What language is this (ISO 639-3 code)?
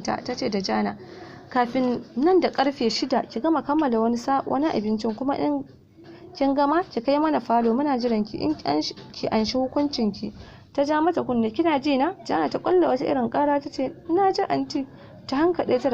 hau